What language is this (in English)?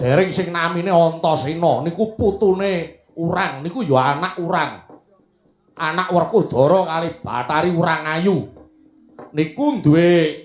Javanese